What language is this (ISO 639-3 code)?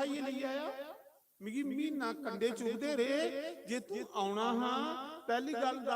doi